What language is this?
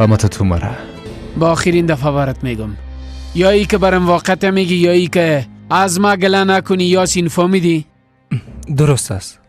Persian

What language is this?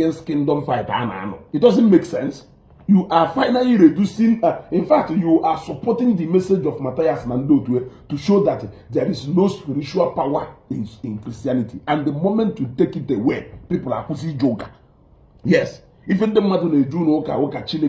Igbo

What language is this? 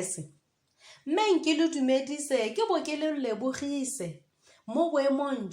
Tswana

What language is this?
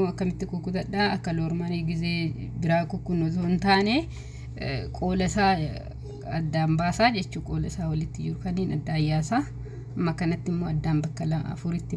Oromo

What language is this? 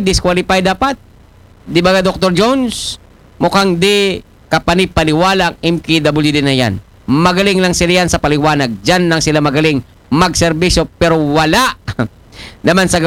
Aklanon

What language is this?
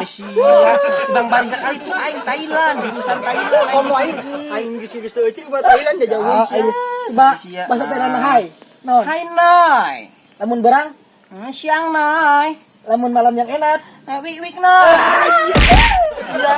Sundanese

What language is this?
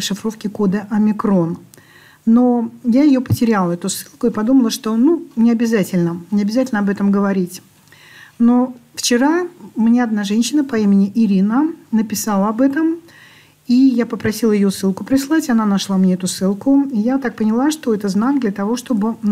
Russian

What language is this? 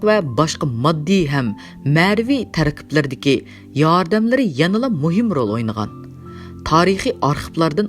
Uyghur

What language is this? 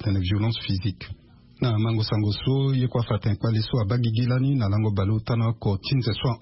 Sango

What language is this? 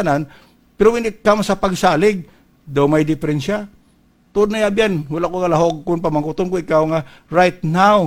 Hiligaynon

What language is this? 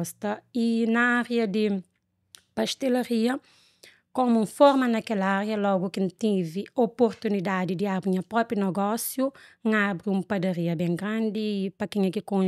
Kabuverdianu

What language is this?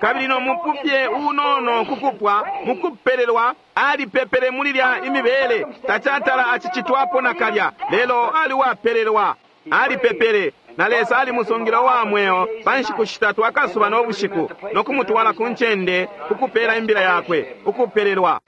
Bemba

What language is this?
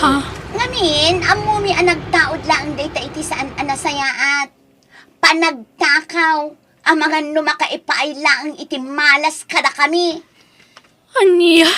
Iloko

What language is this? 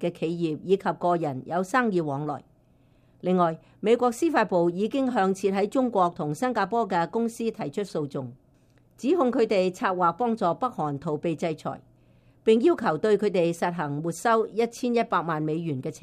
Cantonese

